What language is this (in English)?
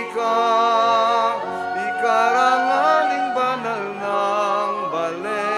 Pampanga